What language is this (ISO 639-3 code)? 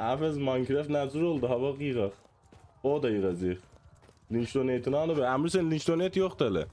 azb